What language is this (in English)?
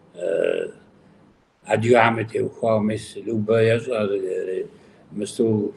Kabardian